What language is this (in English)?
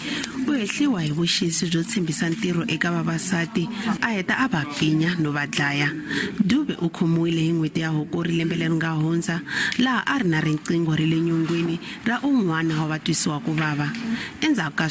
Tsonga